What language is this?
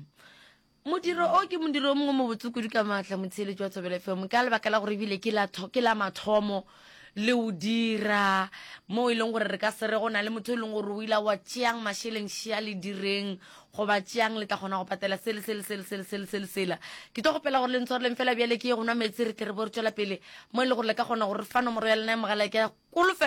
Northern Sotho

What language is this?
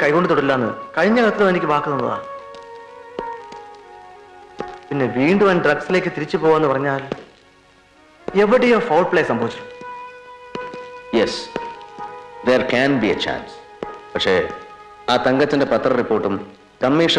Malayalam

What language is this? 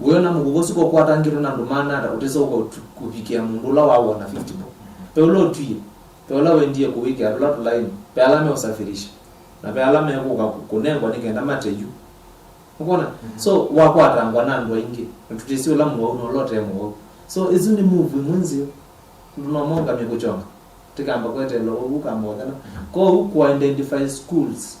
Kamba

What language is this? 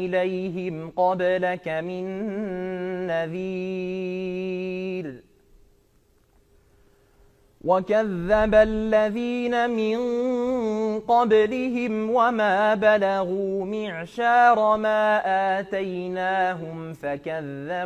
Arabic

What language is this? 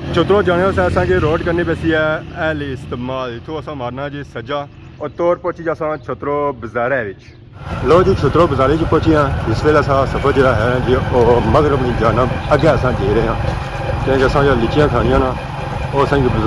Pahari-Potwari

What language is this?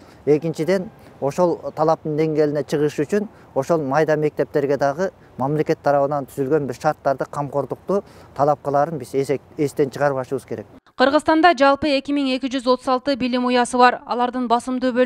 Kyrgyz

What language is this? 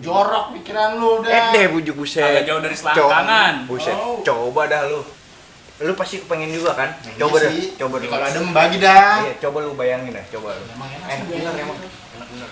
Betawi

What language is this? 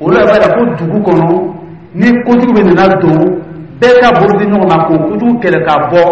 Dyula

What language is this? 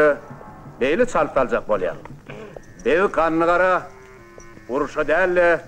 Turkmen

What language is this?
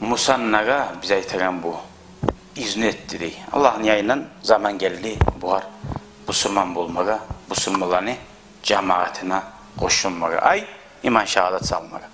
Kumyk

